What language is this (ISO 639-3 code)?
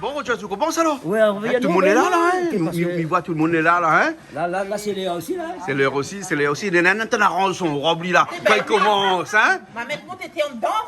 rcf